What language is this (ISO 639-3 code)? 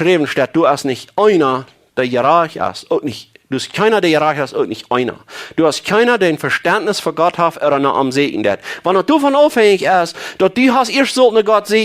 pdt